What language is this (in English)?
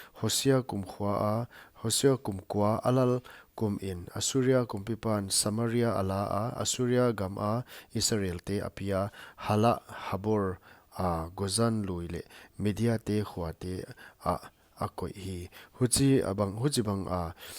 Paite Chin